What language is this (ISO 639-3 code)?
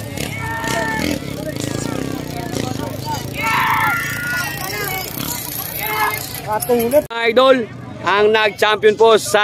fil